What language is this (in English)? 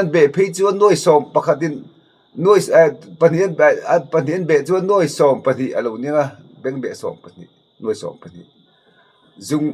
Mizo